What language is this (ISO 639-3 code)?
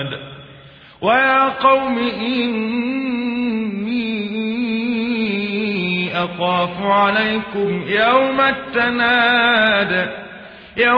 ara